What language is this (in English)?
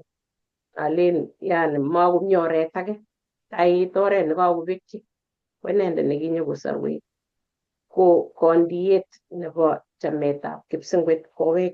Kalenjin